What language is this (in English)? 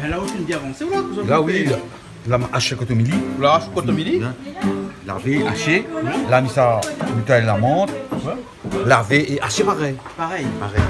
Réunion Creole French